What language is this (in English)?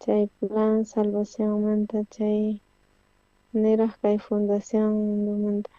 South Bolivian Quechua